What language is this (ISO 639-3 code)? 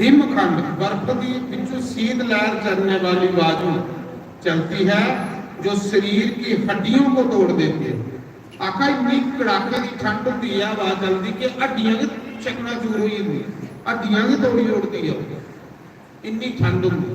doi